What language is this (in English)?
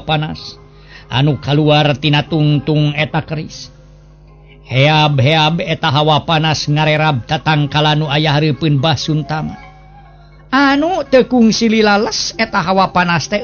Sundanese